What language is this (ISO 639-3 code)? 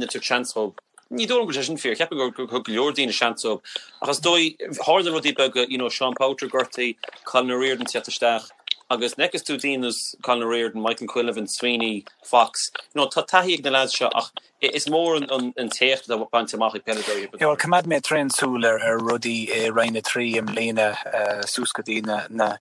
gle